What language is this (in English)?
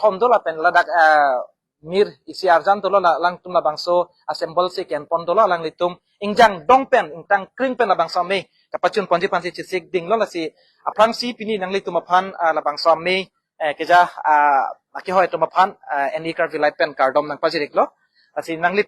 Karbi